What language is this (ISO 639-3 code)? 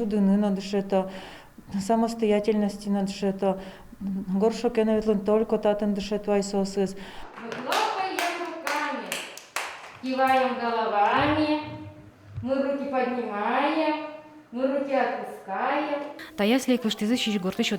udm